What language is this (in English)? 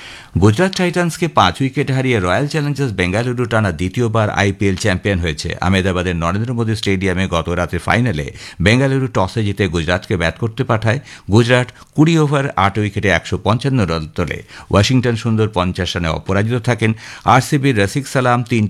Bangla